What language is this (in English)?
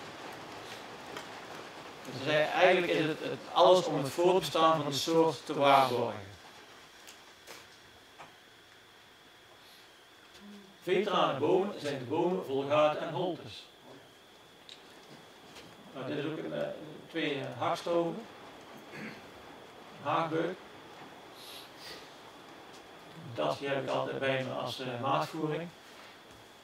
Dutch